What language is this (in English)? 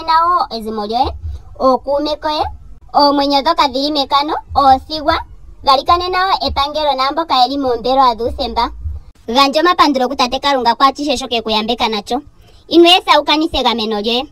Ndonga